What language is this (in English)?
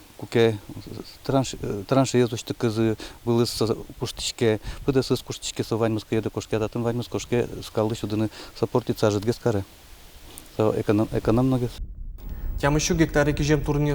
Udmurt